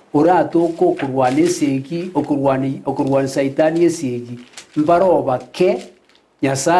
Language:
Gusii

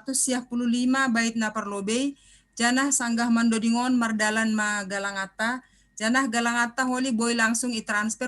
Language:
Batak Simalungun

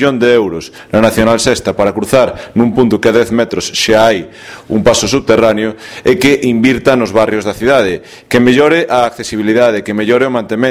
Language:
Galician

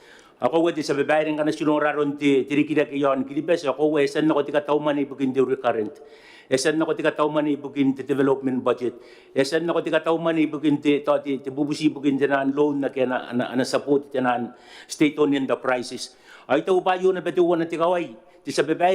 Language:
Gilbertese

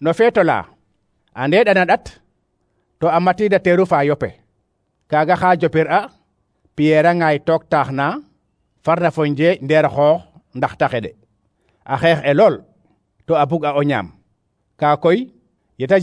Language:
Serer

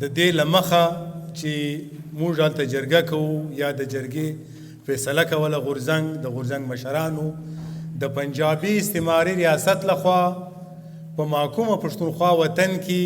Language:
Pashto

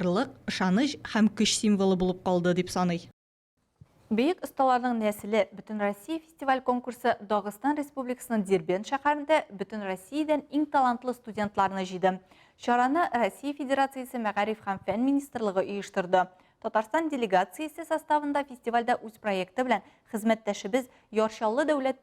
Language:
Tatar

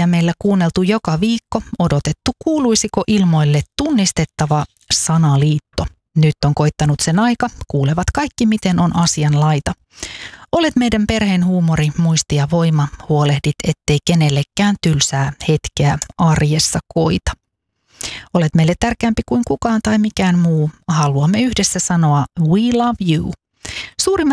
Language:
Finnish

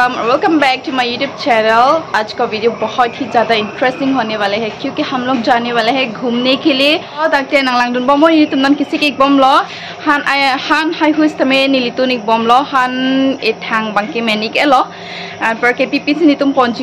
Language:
Karbi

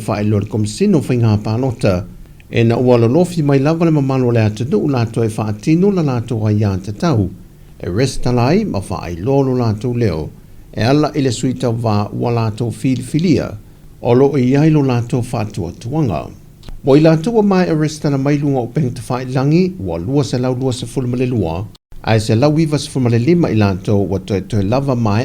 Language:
Samoan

